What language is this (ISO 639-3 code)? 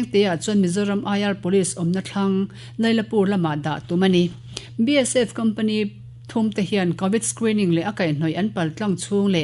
lus